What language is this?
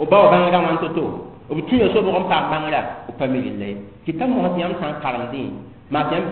Mossi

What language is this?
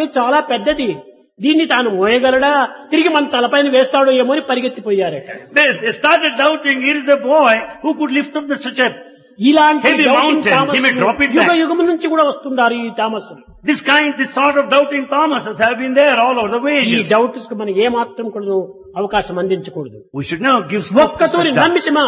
Telugu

